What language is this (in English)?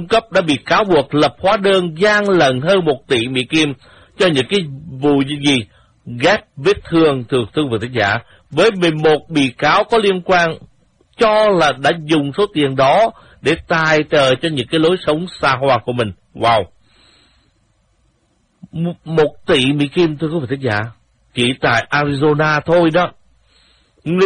Vietnamese